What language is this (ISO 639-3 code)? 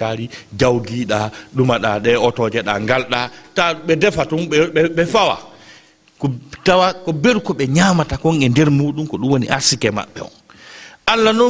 ful